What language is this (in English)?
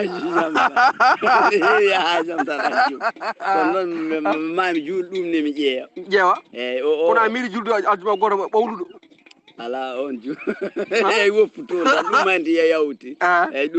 Fula